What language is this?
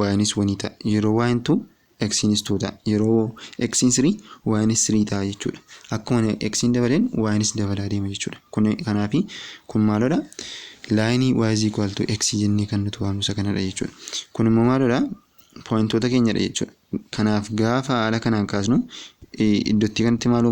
Oromo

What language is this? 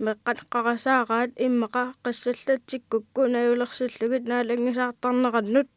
Kalaallisut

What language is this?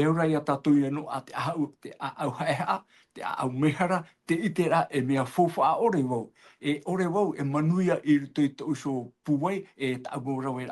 Tahitian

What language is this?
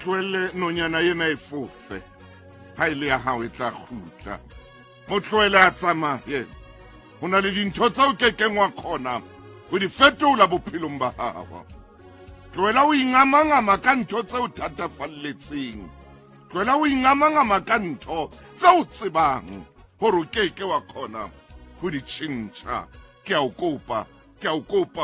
Southern Sotho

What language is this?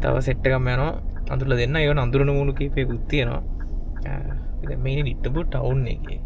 Sinhala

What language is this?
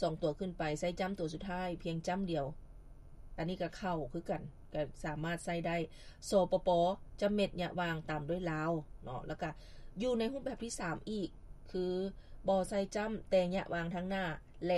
Lao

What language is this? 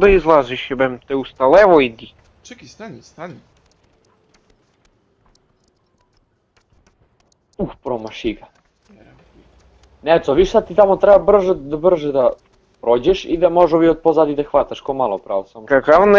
Serbian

